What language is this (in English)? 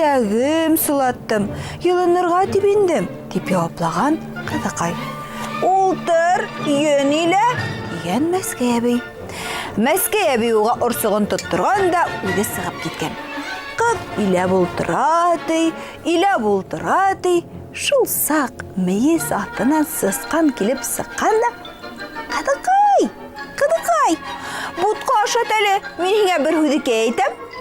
Bashkir